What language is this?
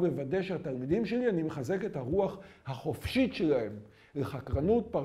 Hebrew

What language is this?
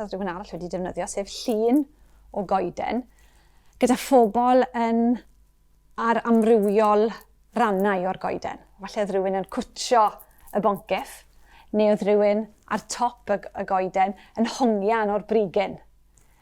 Welsh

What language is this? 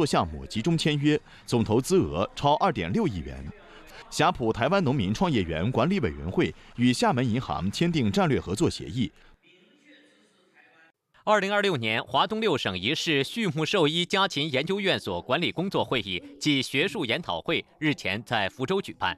Chinese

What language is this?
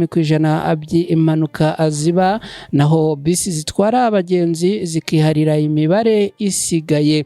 Kinyarwanda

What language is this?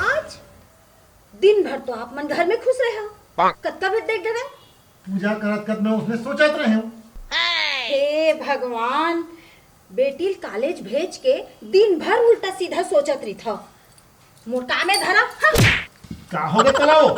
Chhattisgarhi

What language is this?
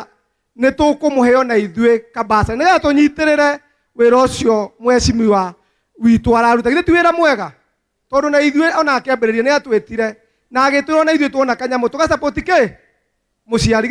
Kikuyu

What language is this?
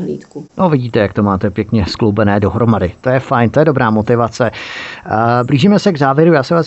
Czech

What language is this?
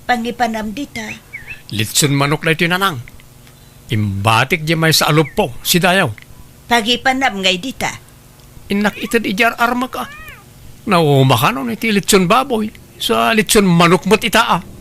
Iloko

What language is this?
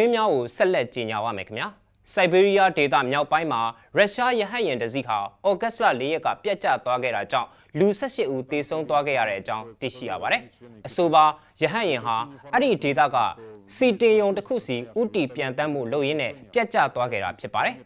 Burmese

